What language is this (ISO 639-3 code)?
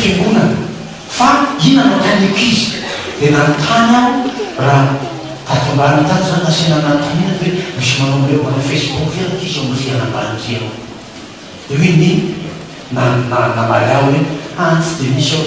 mlg